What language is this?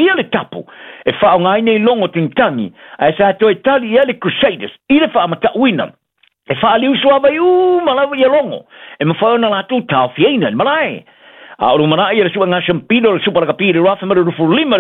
Samoan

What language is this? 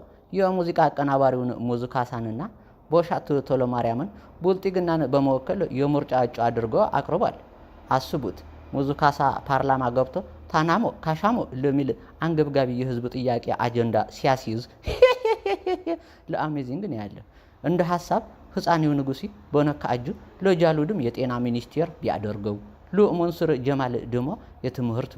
Amharic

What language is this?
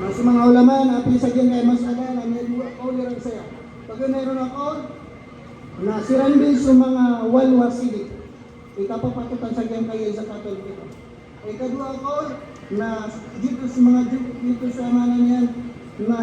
Maranao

